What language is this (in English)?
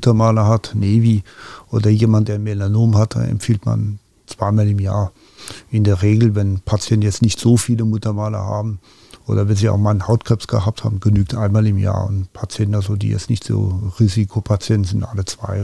Luxembourgish